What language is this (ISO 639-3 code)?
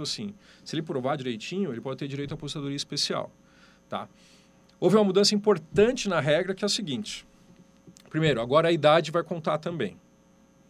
por